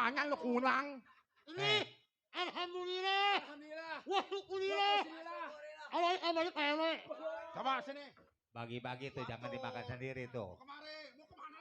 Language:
Betawi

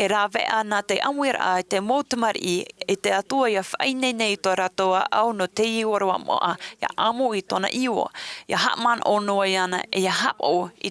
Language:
Tahitian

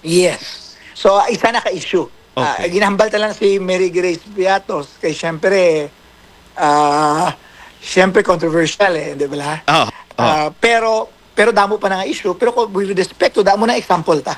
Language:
Hiligaynon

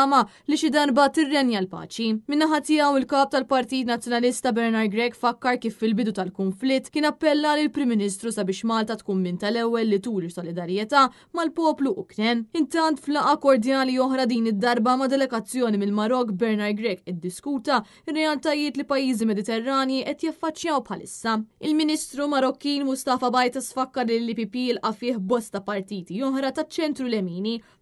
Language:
Maltese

